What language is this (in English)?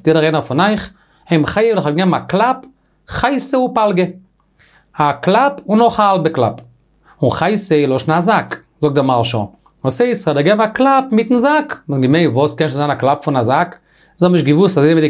Yiddish